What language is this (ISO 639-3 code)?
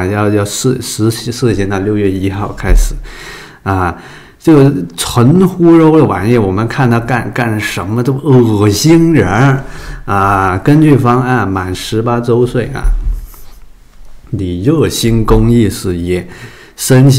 zho